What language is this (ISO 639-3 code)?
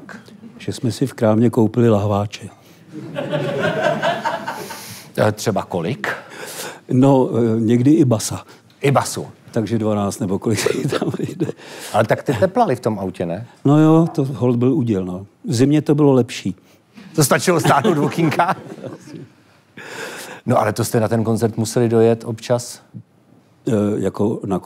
ces